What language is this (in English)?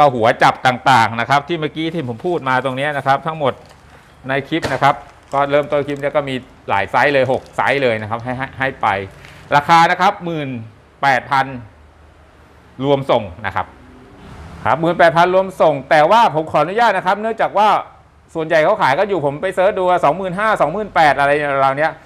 Thai